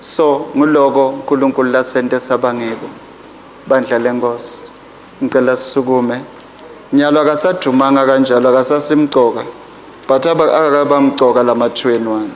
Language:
Swati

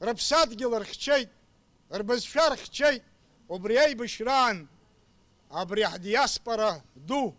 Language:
Abkhazian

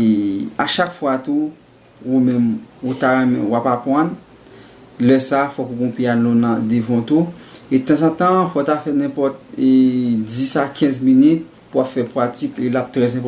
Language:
Haitian Creole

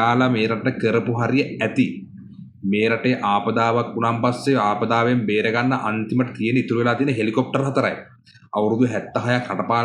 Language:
Sinhala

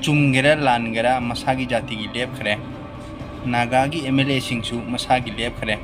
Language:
Manipuri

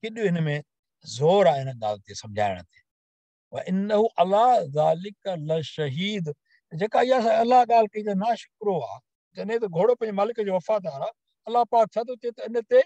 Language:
Sindhi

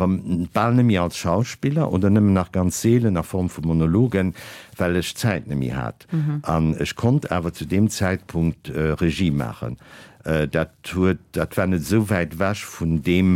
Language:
Luxembourgish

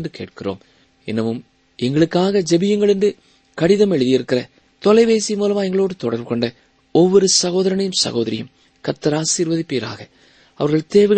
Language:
Tamil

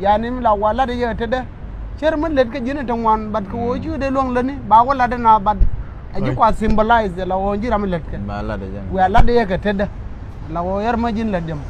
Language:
Nuer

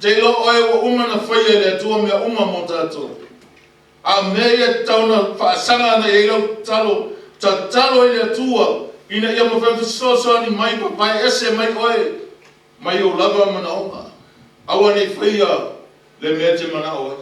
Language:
Samoan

